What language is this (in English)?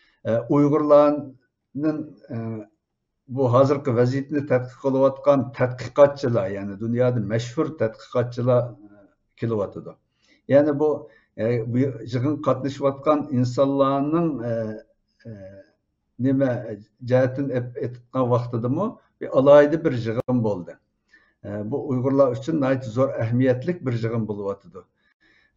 Uyghur